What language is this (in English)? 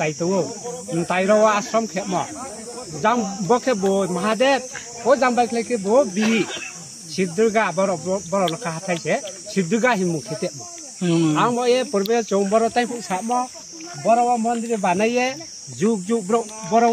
Riang (India)